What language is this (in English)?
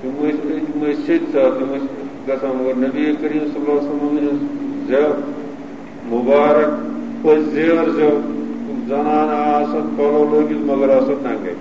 Kashmiri